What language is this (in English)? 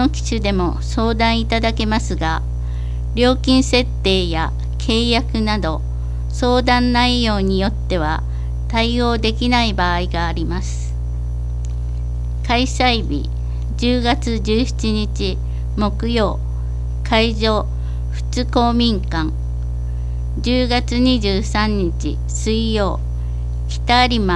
Japanese